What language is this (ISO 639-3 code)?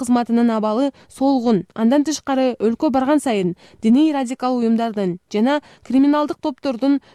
kir